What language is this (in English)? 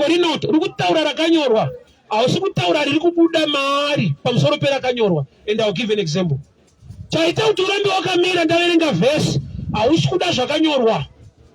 Shona